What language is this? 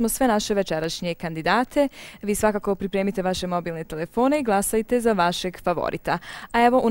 Bosnian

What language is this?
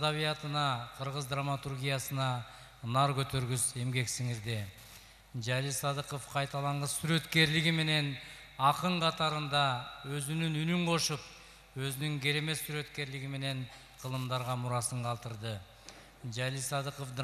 Kyrgyz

